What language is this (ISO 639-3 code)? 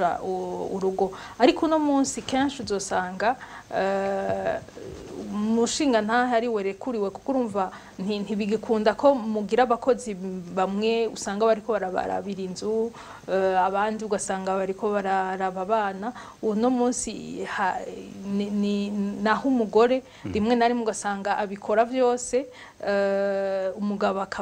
run